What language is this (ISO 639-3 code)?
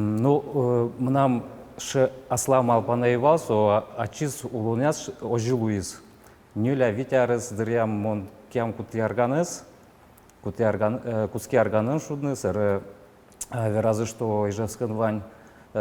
udm